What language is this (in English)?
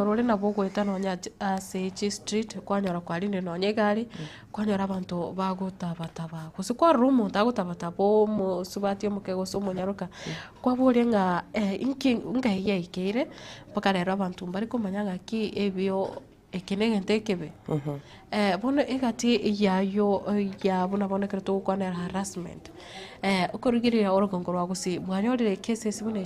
Gusii